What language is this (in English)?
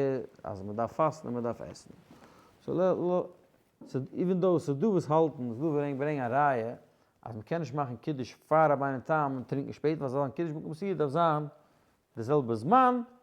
Yiddish